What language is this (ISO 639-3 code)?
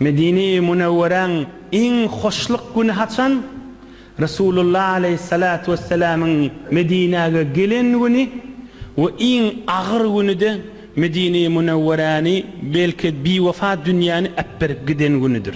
tuk